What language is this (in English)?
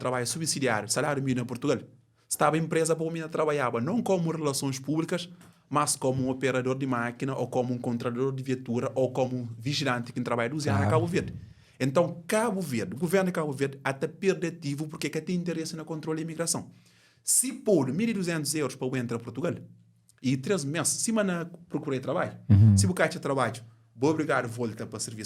Kabuverdianu